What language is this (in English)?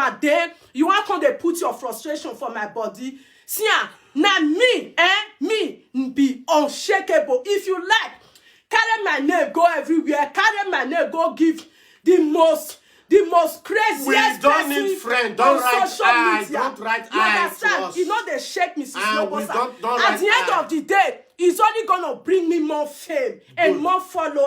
Nigerian Pidgin